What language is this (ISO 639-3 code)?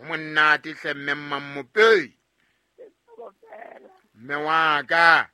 sot